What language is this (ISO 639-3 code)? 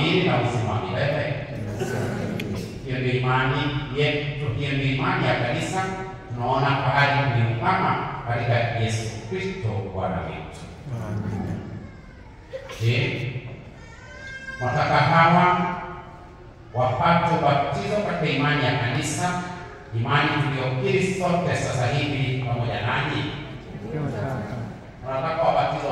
swa